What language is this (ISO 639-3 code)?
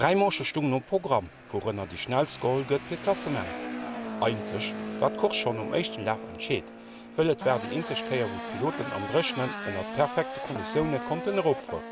ltz